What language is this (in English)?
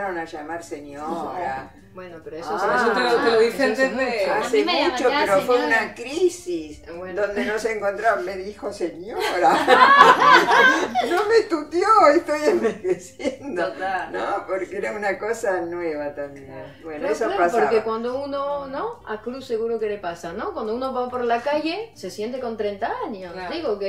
Spanish